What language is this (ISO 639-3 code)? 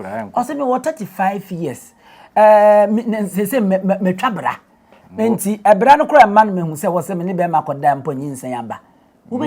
aka